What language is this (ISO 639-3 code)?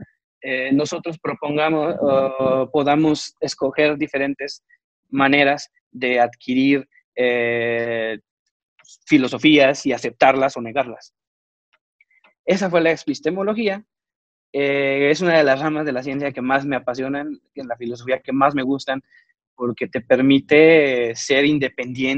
spa